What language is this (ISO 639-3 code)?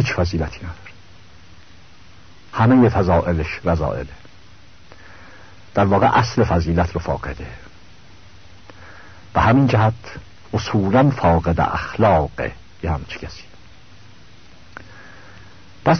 fas